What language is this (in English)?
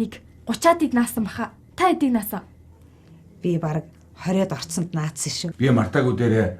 Mongolian